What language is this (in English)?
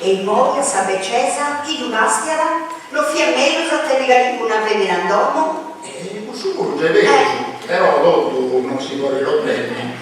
Sardinian